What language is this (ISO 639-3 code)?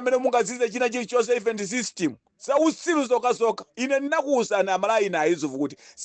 nya